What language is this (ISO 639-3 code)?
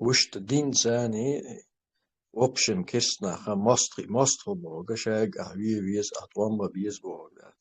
che